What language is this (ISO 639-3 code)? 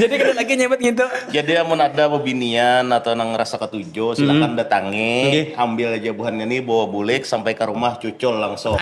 bjn